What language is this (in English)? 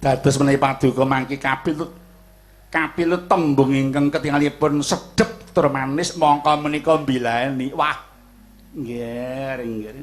Javanese